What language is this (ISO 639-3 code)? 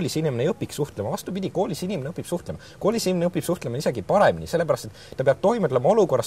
est